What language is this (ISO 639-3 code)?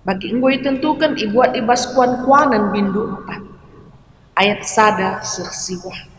btx